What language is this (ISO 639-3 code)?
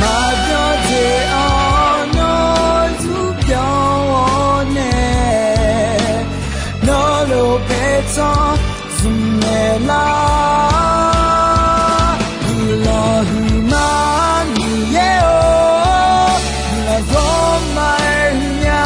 ahk